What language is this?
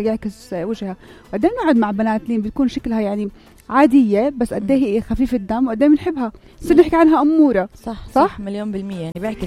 North Levantine Arabic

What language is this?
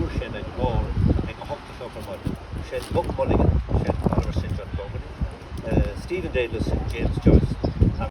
Irish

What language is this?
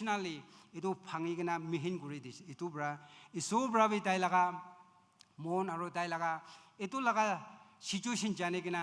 Naga Pidgin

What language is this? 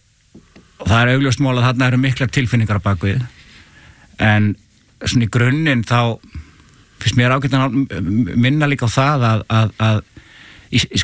Icelandic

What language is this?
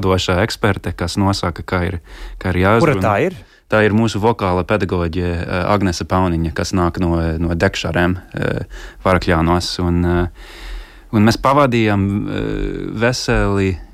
Latvian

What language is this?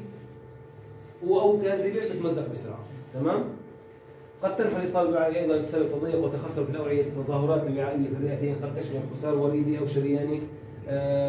Arabic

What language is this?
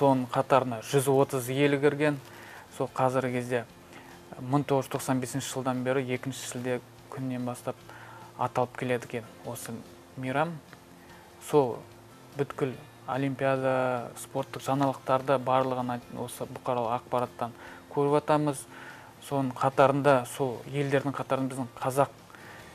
Kazakh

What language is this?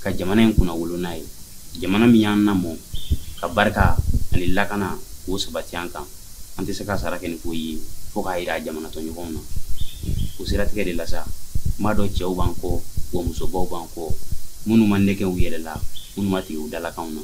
Bambara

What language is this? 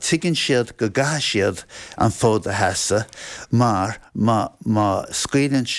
Irish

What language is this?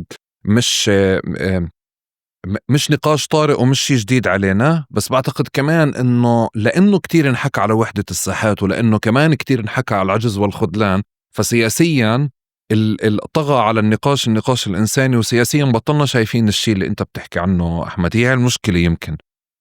North Levantine Arabic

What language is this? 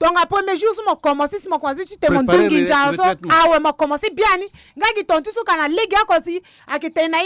Sango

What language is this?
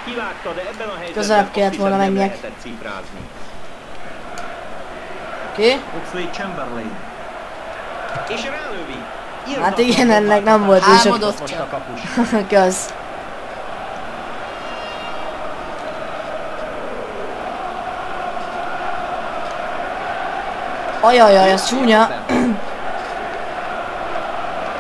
Hungarian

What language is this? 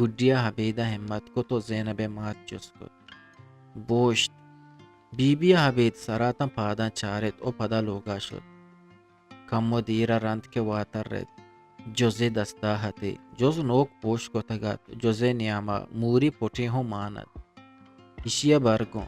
Eastern Balochi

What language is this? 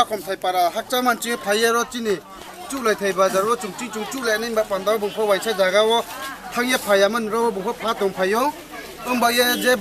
Riang (India)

